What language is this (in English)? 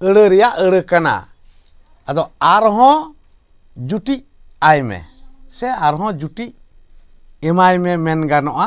Santali